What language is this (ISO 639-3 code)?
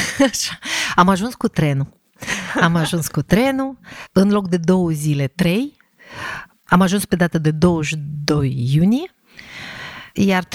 ron